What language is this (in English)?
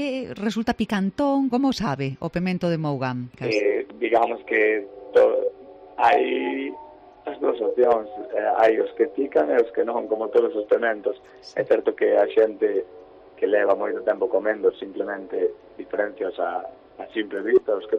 Galician